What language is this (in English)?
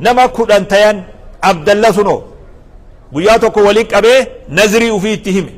Oromo